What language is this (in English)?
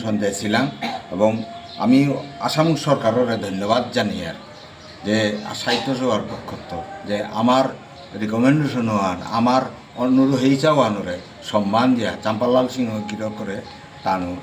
Bishnupriya